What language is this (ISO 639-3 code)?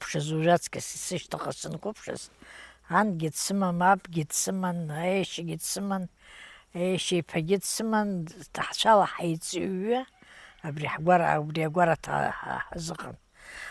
abk